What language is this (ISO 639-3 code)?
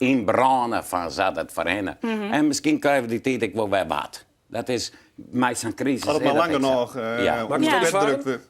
fry